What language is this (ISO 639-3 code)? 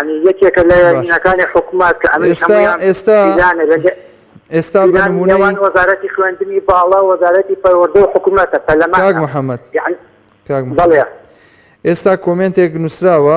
ckb